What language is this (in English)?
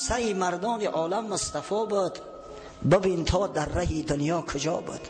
Tajik